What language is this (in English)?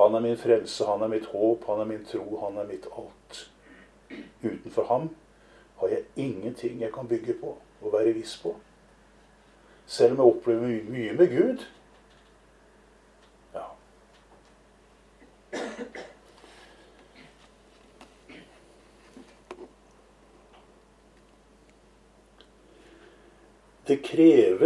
Norwegian